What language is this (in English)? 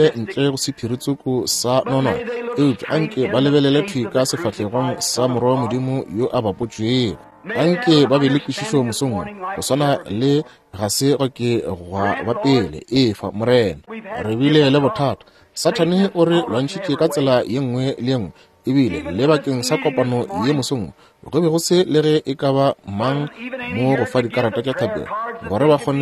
Northern Sotho